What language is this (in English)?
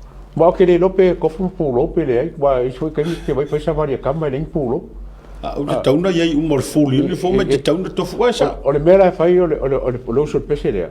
Samoan